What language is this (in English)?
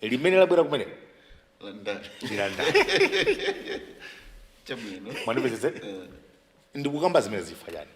Nyanja